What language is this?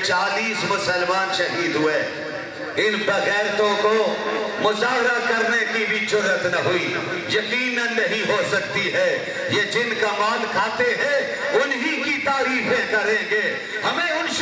Urdu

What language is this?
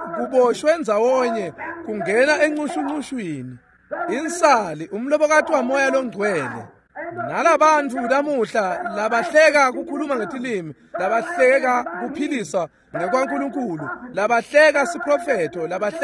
Swati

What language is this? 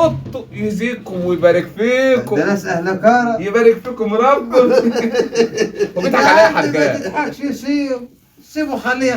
Egyptian Arabic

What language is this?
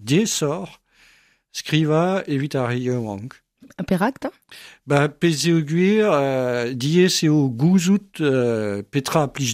Breton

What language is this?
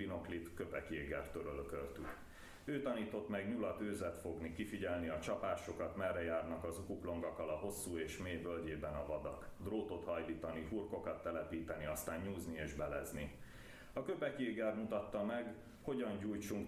Hungarian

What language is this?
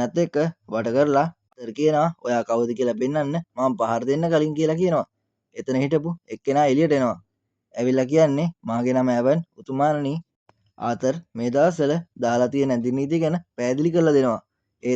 Sinhala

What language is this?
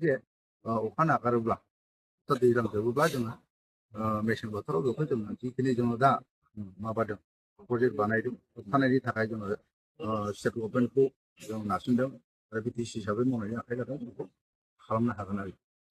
Bodo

